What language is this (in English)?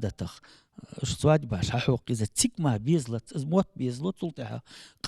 Ingush